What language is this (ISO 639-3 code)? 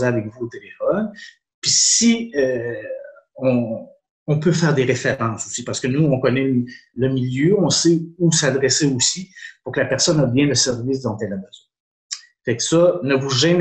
fra